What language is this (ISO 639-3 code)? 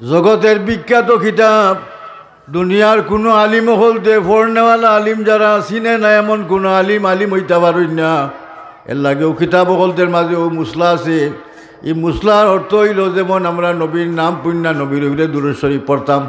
syl